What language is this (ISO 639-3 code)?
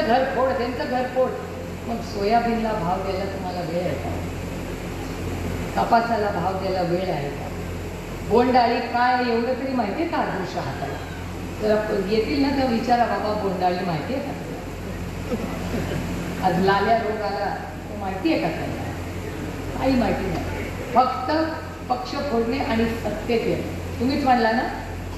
mar